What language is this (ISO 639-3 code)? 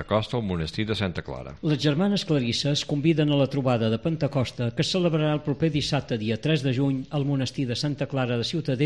cat